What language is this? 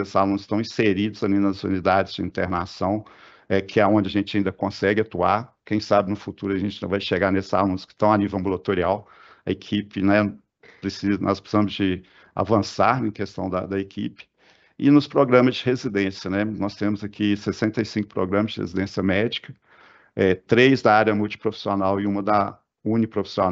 Portuguese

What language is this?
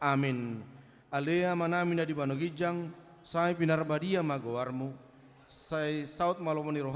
Batak Toba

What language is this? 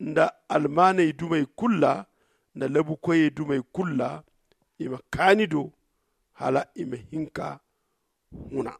Zarma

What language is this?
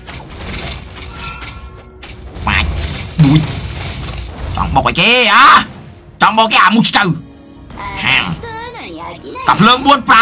Vietnamese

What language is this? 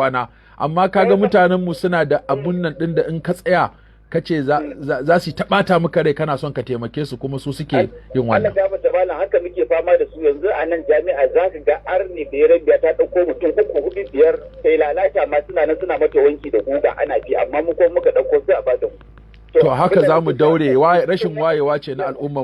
Hausa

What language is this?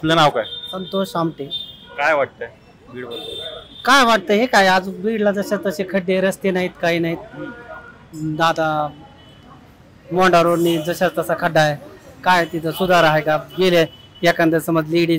Marathi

